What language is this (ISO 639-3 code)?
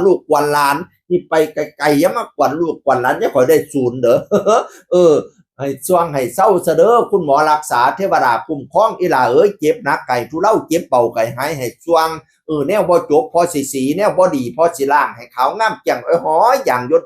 tts